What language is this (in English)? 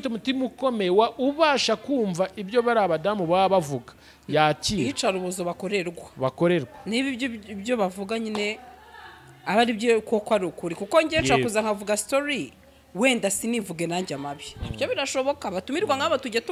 Kinyarwanda